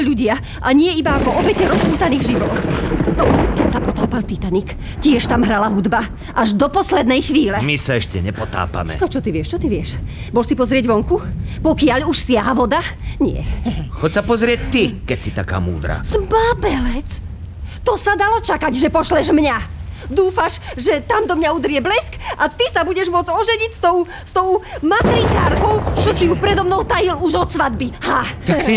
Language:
Slovak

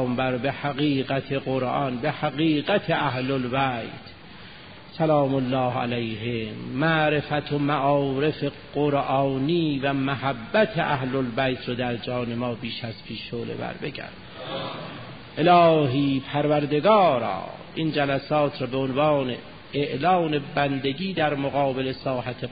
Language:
Persian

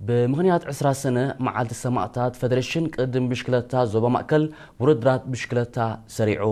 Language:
Tigrinya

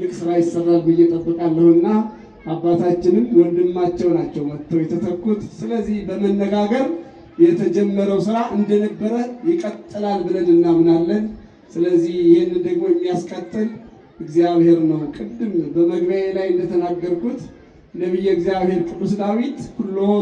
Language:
Amharic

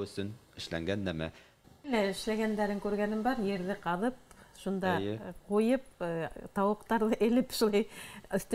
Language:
Bashkir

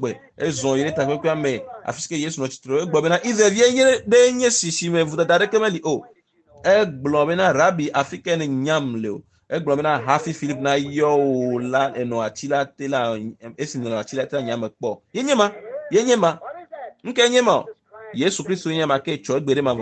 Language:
Ewe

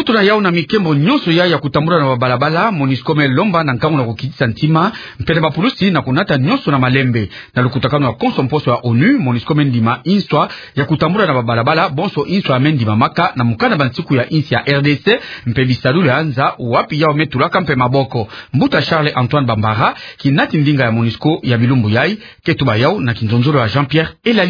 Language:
Kituba (Democratic Republic of Congo)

